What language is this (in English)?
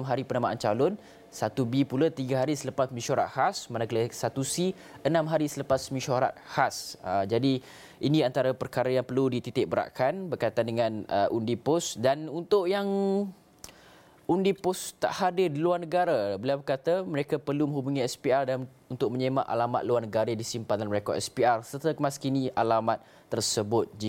Malay